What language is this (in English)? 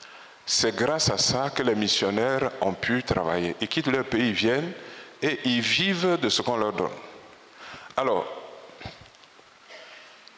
French